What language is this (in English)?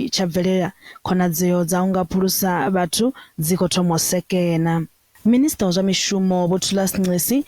Venda